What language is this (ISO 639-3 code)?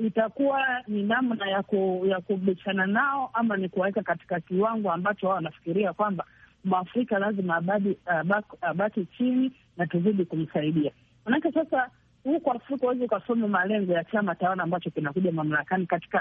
swa